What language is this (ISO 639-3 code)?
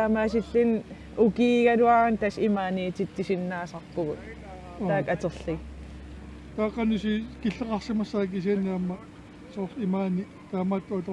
kal